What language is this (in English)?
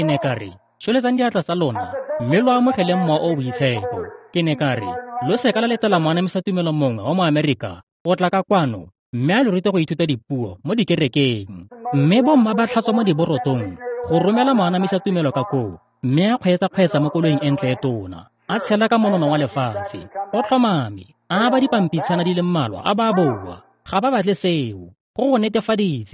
Tswana